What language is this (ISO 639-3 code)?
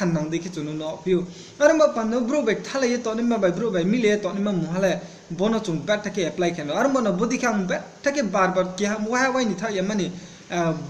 ria